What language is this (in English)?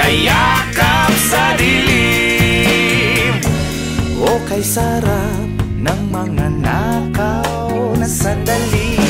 Filipino